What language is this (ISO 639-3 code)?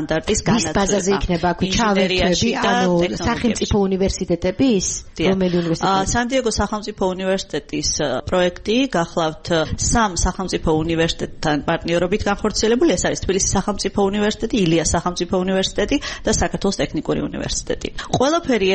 kat